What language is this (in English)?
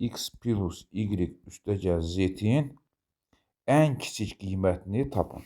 Azerbaijani